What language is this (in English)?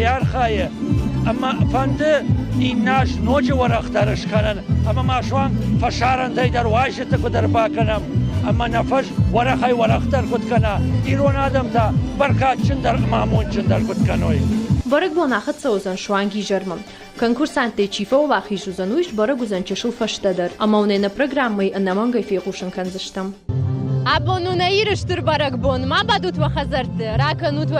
Ossetic